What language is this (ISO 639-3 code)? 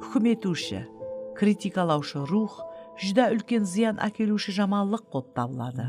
kaa